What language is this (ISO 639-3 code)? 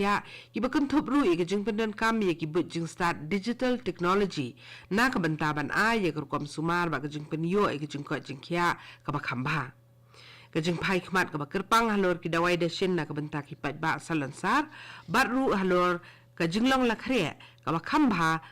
kha